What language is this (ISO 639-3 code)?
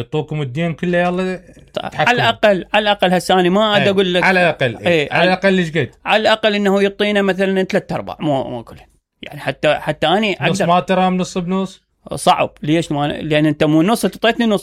acm